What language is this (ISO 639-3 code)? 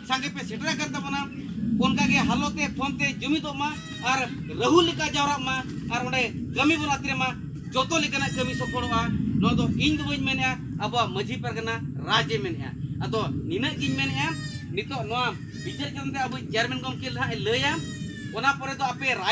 sat